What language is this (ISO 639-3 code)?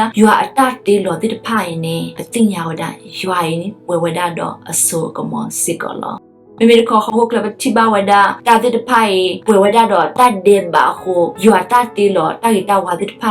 ksw